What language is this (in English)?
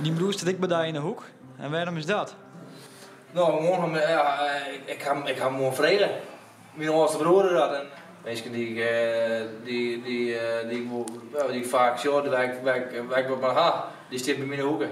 Western Frisian